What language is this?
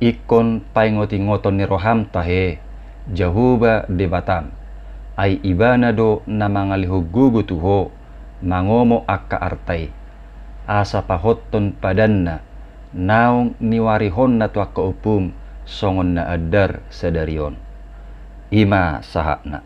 Batak Toba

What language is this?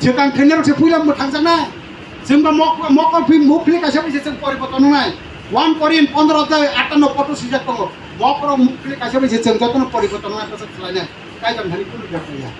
Kok Borok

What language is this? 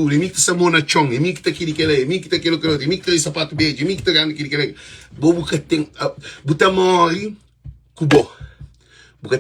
Kabuverdianu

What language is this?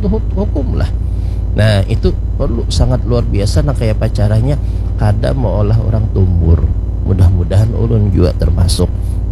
Banjar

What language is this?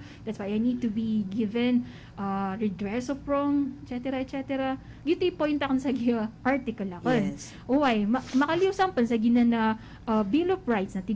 Maranao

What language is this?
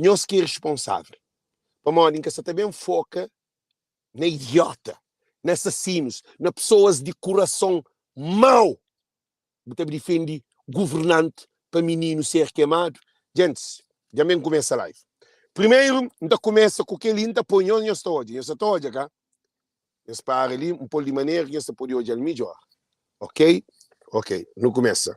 Kabuverdianu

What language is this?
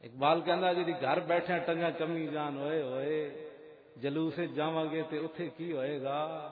Western Panjabi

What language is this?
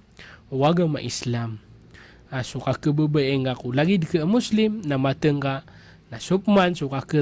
Maranao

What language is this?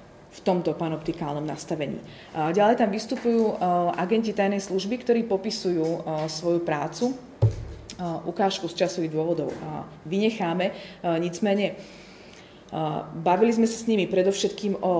Slovak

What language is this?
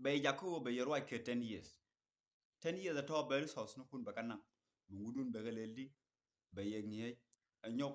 Nuer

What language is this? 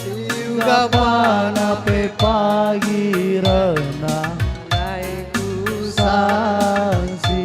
Batak Karo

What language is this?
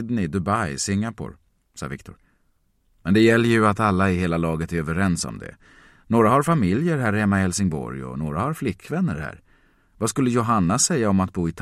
Swedish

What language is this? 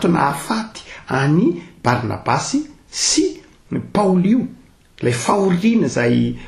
Malagasy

